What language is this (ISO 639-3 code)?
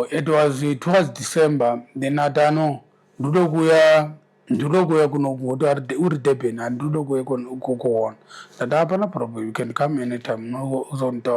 sna